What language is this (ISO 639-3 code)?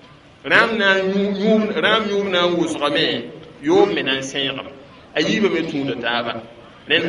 mos